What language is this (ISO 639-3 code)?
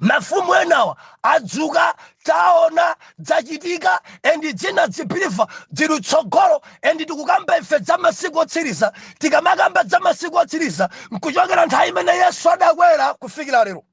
nya